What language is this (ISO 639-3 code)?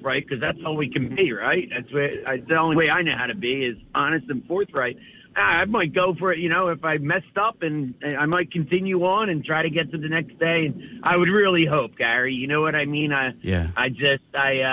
eng